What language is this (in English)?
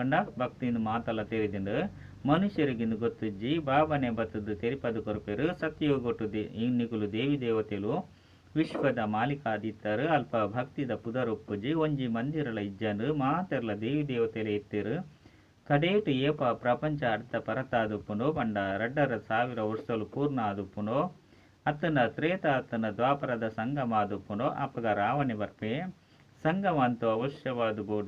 Tulu